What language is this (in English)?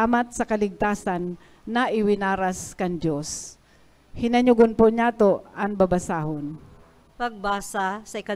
Bikol